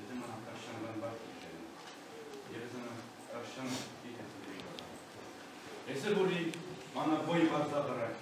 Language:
Chuvash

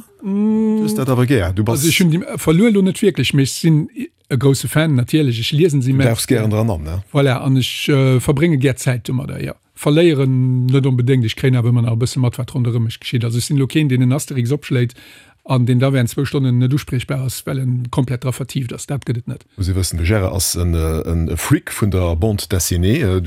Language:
Luxembourgish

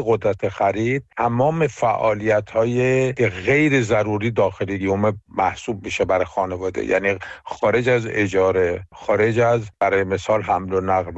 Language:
Persian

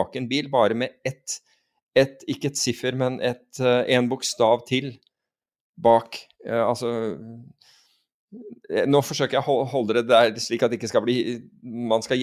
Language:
Norwegian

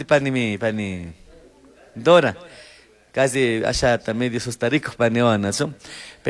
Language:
Chimborazo Highland Quichua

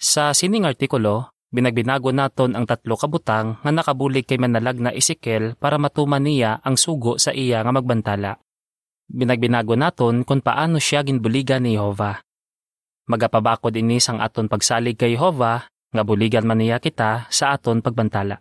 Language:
Hiligaynon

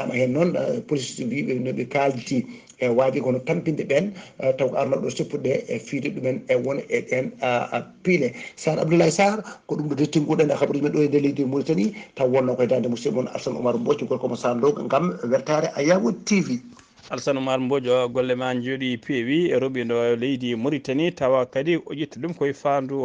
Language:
Fula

